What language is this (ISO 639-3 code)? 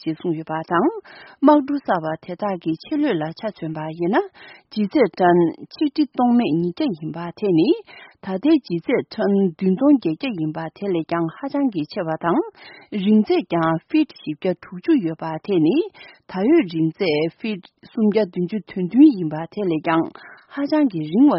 bod